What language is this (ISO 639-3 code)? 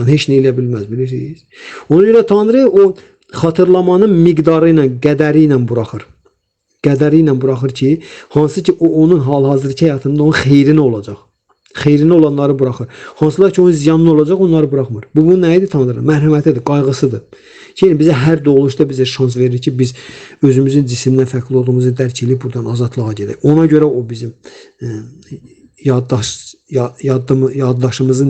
aze